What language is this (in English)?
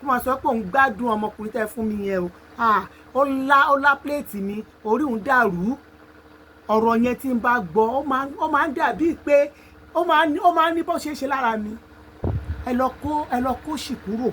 Yoruba